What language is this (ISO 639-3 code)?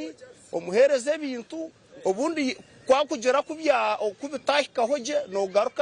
nyn